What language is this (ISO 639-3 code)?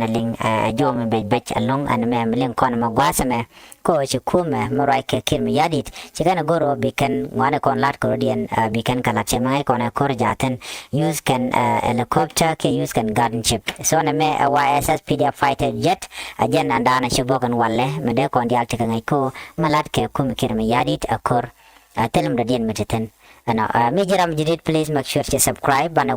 nus